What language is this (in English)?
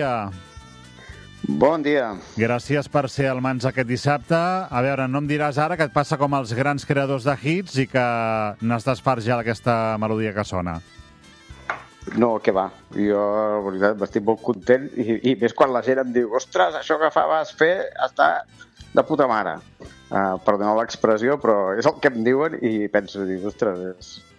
Catalan